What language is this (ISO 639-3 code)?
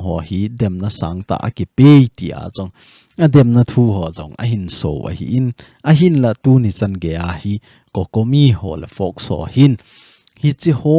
tcz